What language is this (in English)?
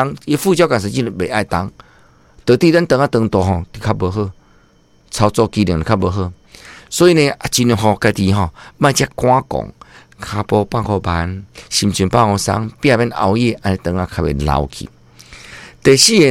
Min Nan Chinese